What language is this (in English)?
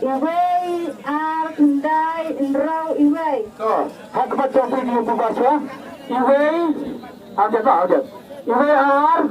Khasi